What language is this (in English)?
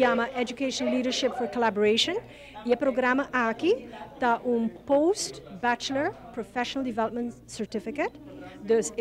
Papiamento